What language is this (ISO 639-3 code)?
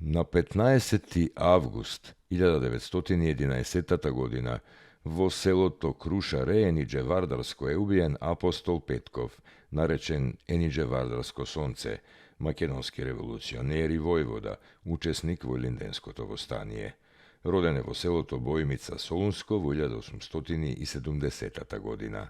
mkd